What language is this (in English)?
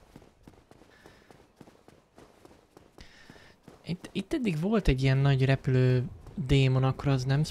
Hungarian